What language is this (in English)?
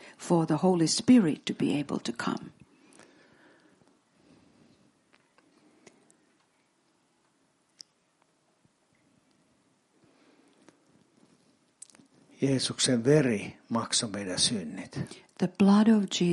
Finnish